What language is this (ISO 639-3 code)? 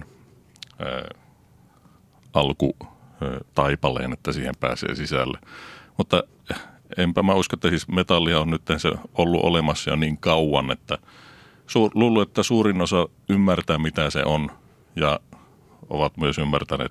fin